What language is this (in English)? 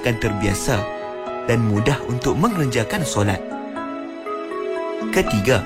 Malay